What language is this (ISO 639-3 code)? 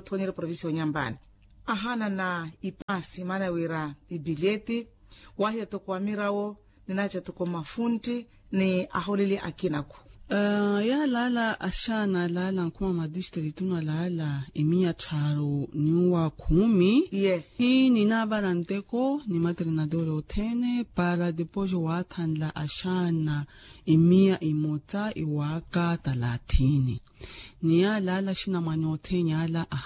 vmw